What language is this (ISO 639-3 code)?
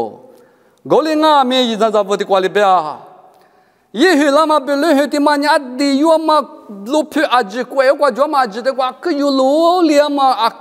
lis